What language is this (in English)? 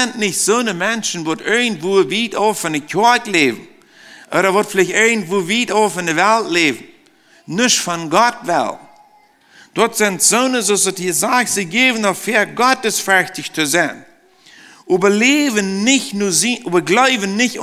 Plautdietsch